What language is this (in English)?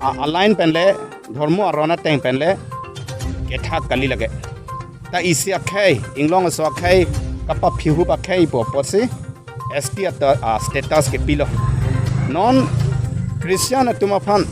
Karbi